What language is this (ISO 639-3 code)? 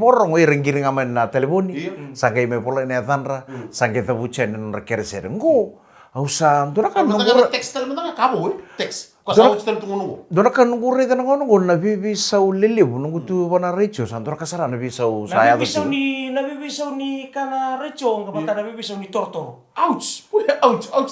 fij